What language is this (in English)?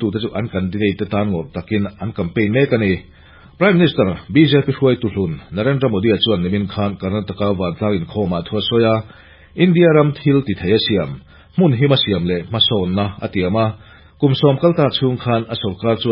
Mizo